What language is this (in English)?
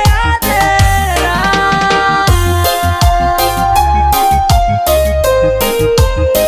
Portuguese